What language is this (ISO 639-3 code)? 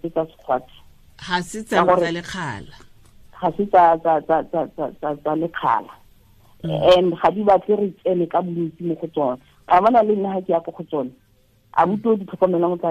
tsn